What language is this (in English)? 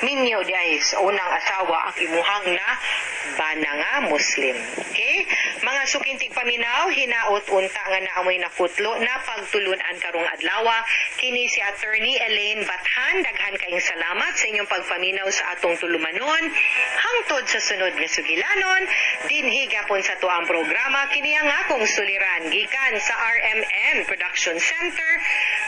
Cebuano